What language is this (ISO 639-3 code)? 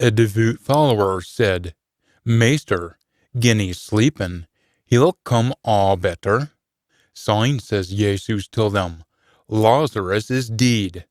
sco